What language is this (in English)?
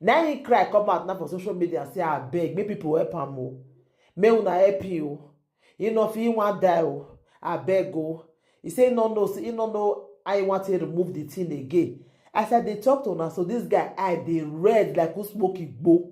Nigerian Pidgin